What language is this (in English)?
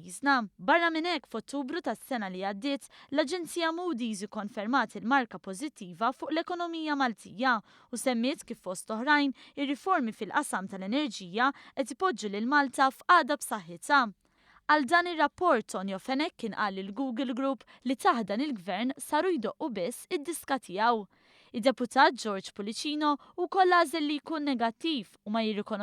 Maltese